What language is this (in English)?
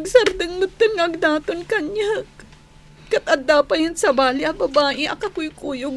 Iloko